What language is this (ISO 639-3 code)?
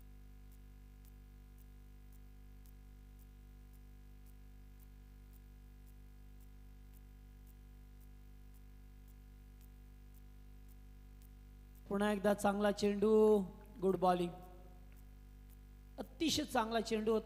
mar